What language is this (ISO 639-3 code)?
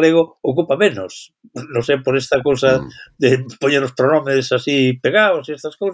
glg